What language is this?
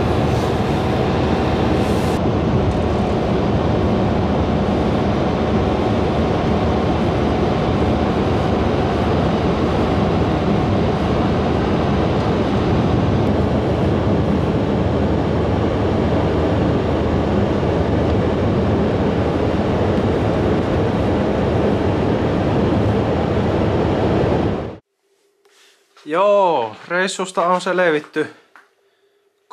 Finnish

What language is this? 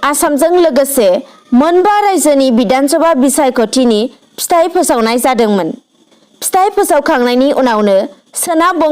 Bodo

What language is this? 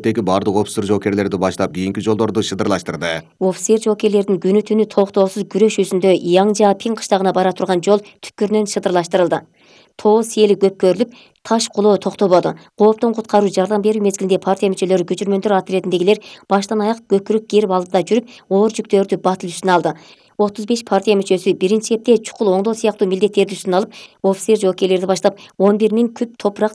Kyrgyz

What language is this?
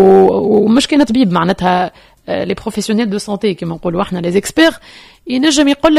Tunisian Arabic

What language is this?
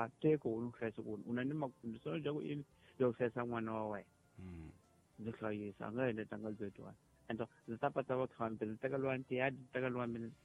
Tsonga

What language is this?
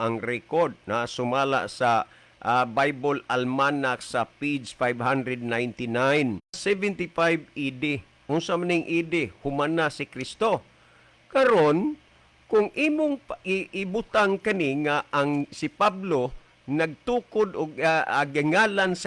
Cebuano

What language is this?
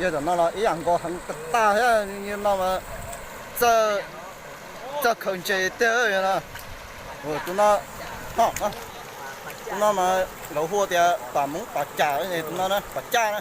Hmong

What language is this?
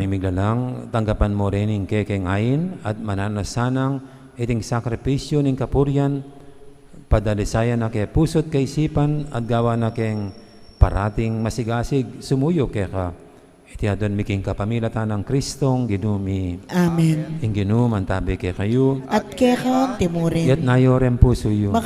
Pampanga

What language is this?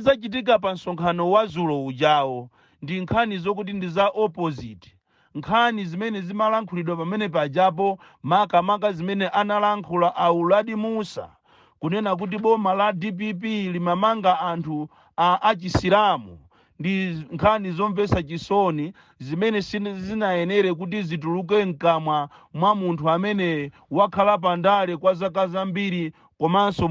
Nyanja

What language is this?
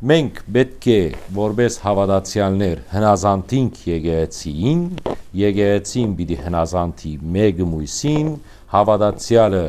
Western Armenian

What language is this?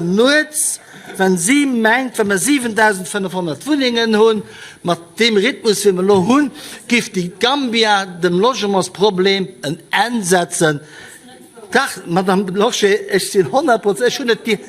Luxembourgish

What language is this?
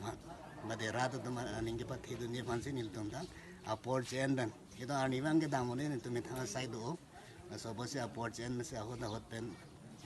Karbi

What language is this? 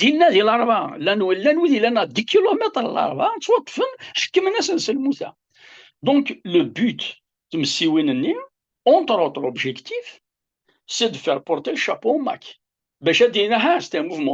Kabyle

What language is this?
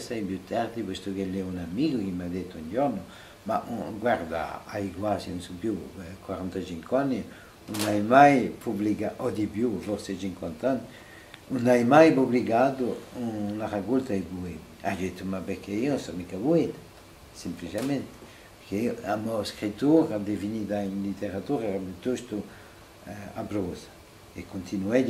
Corsican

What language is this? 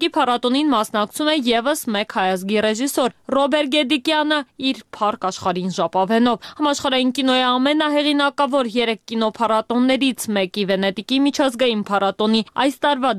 Armenian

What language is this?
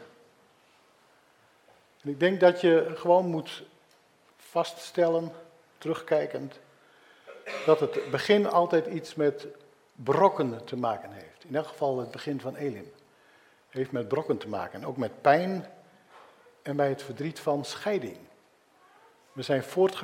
Dutch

